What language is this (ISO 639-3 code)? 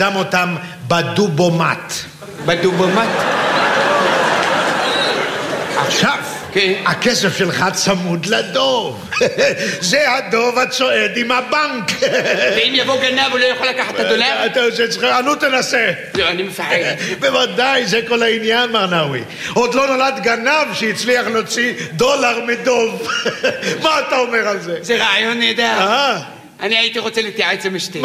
heb